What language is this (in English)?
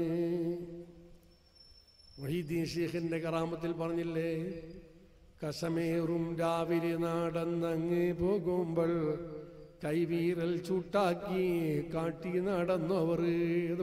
Malayalam